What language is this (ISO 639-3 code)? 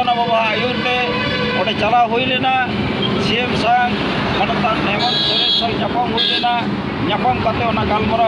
sat